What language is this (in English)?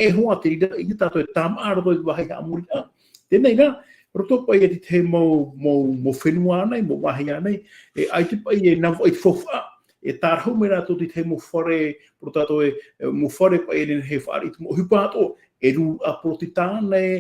Tahitian